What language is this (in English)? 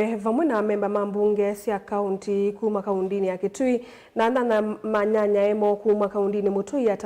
Kamba